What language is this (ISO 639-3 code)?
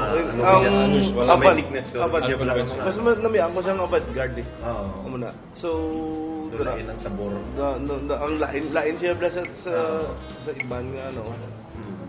hil